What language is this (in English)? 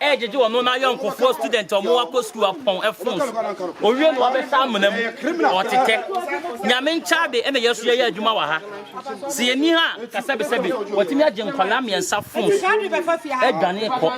Akan